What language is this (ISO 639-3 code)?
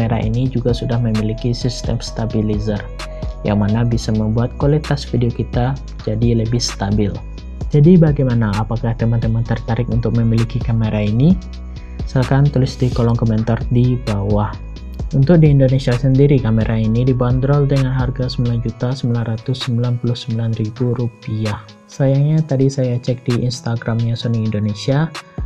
ind